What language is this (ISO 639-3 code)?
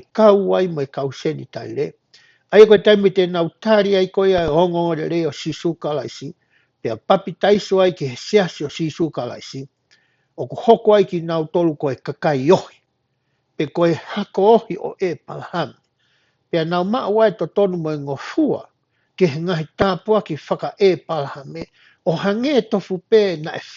ton